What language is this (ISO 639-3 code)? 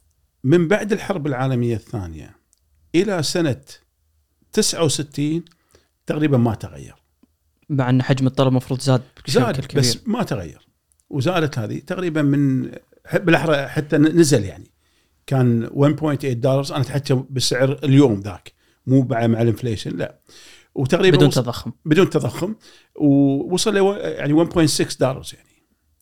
afb